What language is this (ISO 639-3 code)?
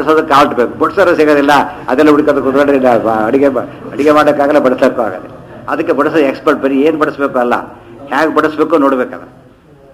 kan